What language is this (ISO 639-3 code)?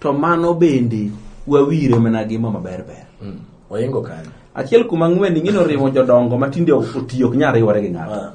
luo